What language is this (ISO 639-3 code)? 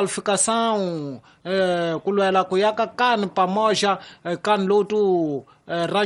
tso